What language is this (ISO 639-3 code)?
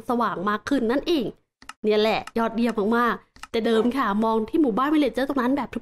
tha